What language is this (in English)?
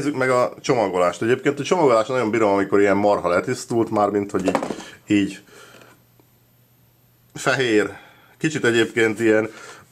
Hungarian